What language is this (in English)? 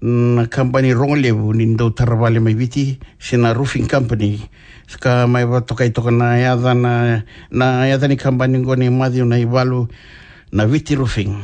Fijian